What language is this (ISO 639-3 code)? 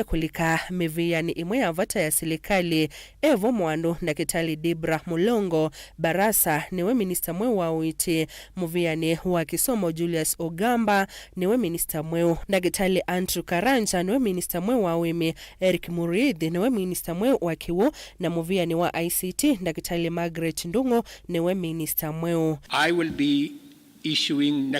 kam